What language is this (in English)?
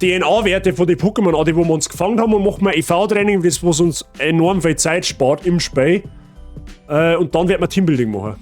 Bavarian